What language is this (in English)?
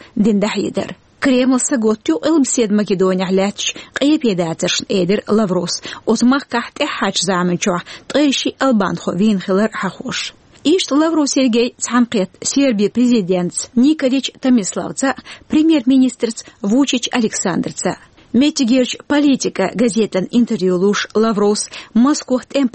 Chechen